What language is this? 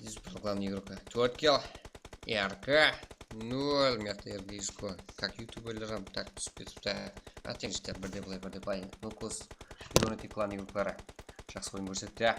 Kara-Kalpak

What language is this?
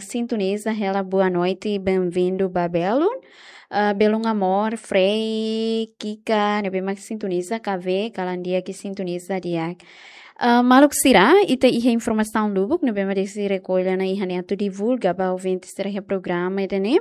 Tetum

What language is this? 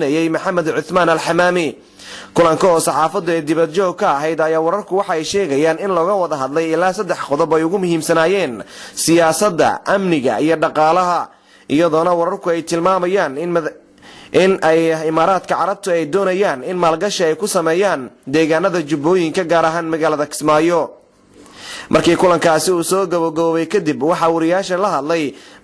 Somali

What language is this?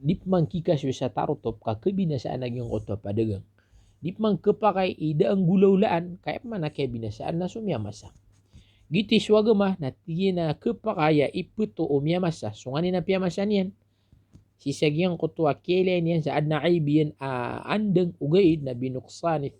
Maranao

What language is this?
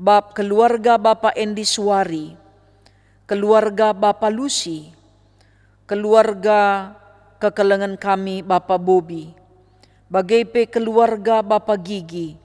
Batak Karo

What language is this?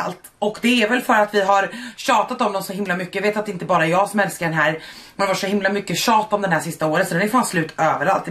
Swedish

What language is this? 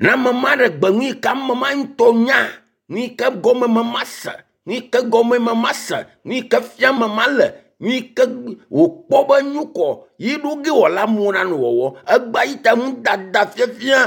Ewe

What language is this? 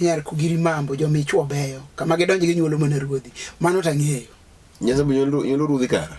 Luo (Kenya and Tanzania)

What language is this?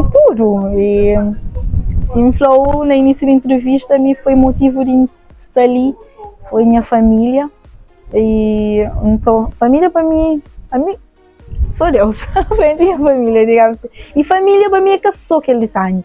Kabuverdianu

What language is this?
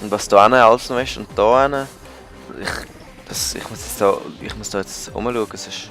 Swiss German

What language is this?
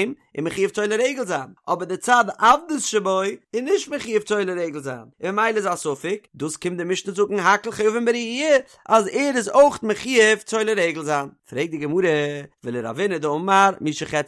Yiddish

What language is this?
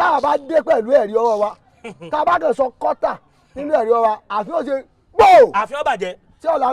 Yoruba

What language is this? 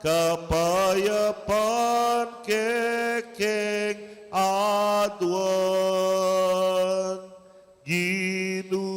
Pampanga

